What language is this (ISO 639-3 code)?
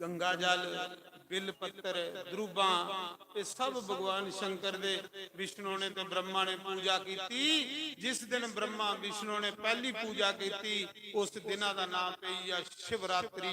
doi